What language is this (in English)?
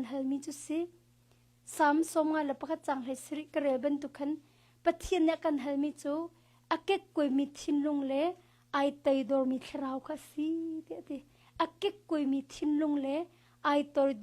Hakha Chin